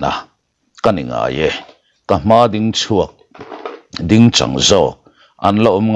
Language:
Mizo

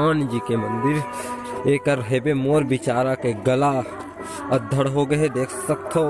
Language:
Chhattisgarhi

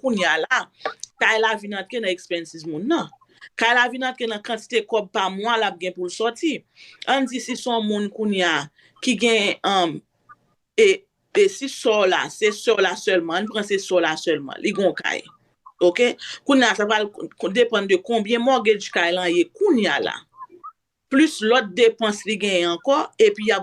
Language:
Haitian Creole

